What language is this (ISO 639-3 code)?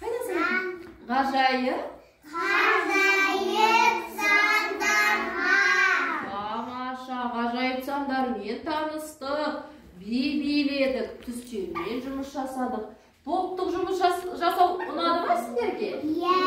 kaz